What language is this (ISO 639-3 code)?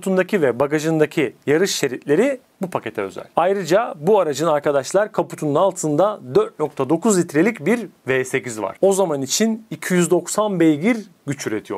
tur